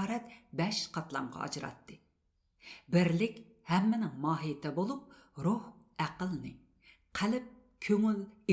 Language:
Uyghur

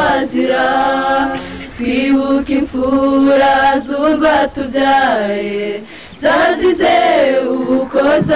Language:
Kinyarwanda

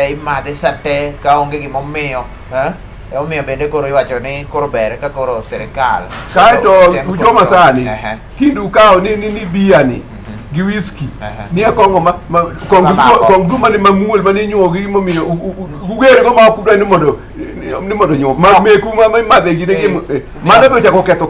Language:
Luo (Kenya and Tanzania)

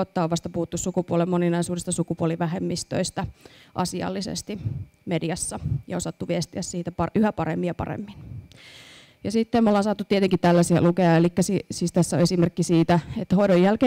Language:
Finnish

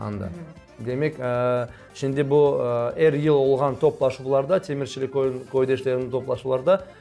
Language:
Crimean Tatar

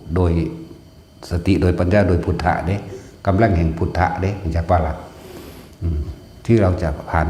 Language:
Northeastern Thai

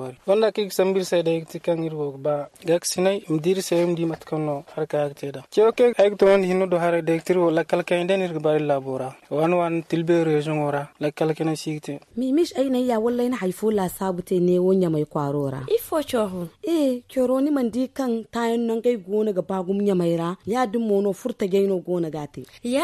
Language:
Zarma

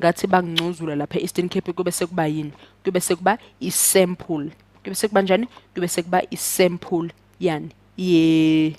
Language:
Zulu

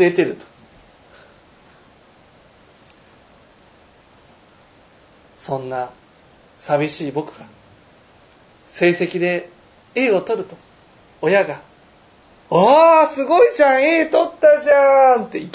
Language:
Japanese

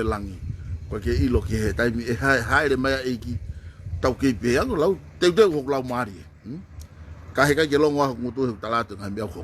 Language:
Tongan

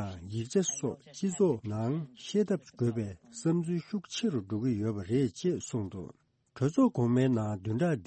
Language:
Tibetan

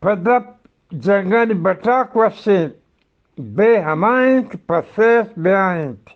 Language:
Eastern Balochi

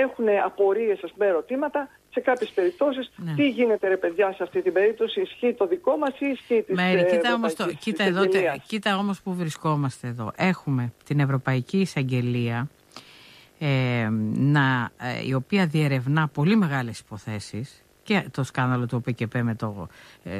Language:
Greek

